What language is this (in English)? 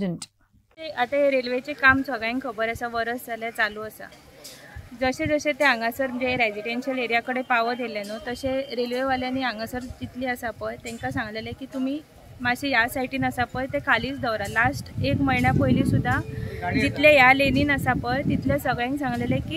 Konkani